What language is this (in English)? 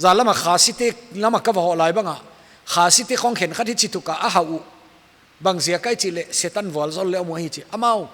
Paite Chin